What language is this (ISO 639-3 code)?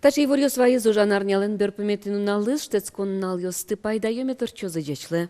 udm